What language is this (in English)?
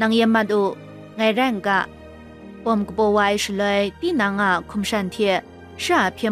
Kachin